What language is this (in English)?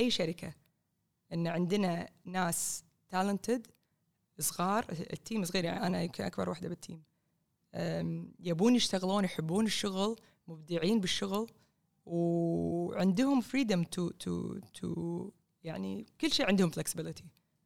Gulf Arabic